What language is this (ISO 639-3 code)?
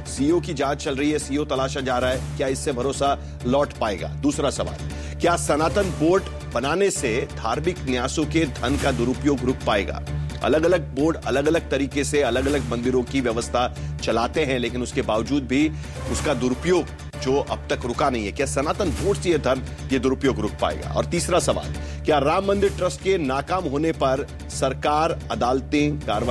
hin